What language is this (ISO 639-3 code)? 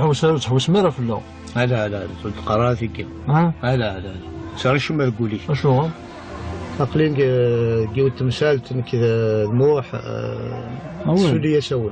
kab